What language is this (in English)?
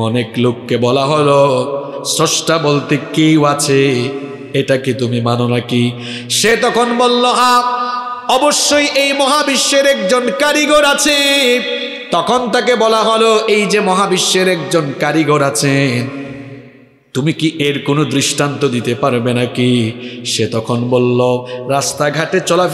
Bangla